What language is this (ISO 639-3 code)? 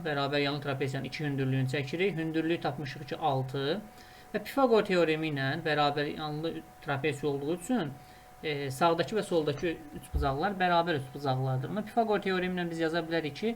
aze